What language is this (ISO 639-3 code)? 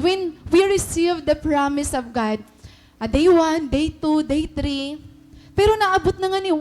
war